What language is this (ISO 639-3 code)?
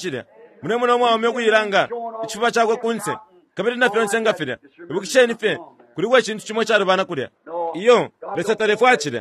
bem